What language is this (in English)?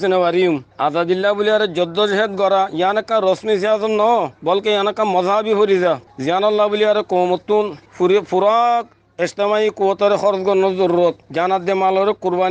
Rohingya